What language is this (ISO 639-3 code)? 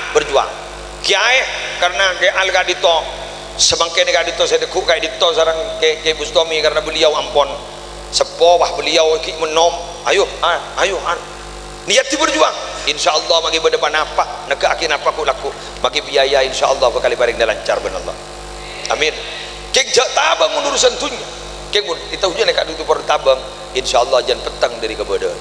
mad